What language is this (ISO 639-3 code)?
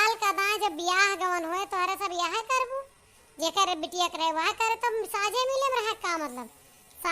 awa